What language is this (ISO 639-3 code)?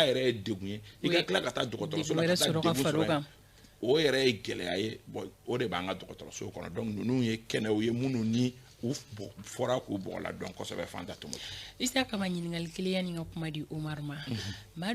bam